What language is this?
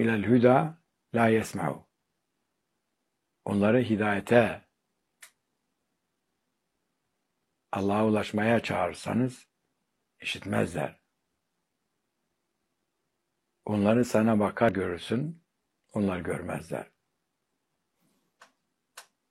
Turkish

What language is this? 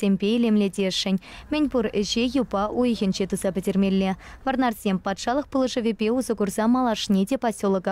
Chuvash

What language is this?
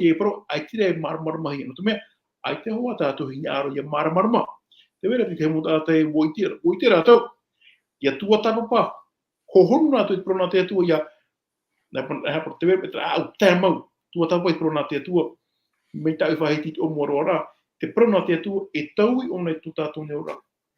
Tahitian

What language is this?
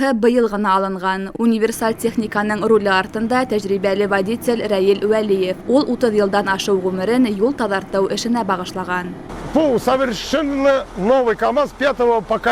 Bashkir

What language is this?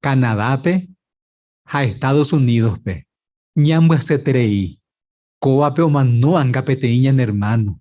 Guarani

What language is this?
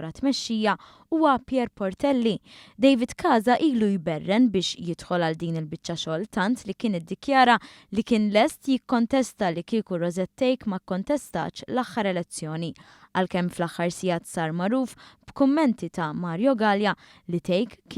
Maltese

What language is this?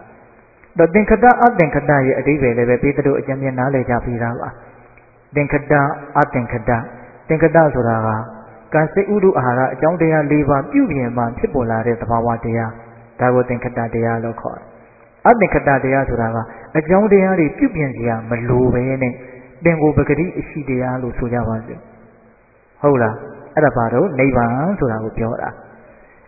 Burmese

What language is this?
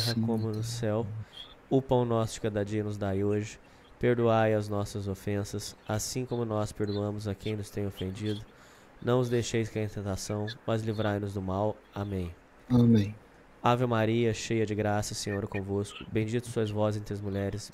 Portuguese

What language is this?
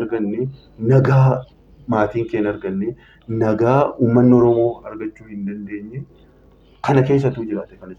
Oromo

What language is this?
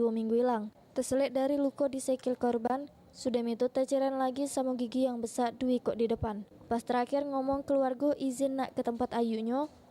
Musi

